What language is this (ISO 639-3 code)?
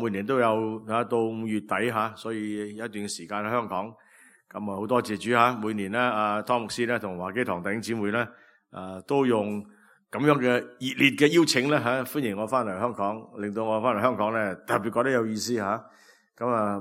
yue